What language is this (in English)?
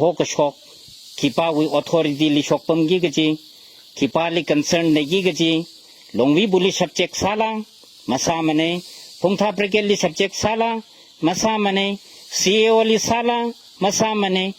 Tangkhul Naga (India)